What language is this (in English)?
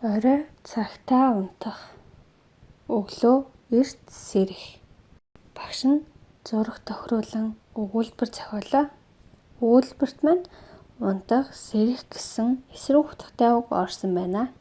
Mongolian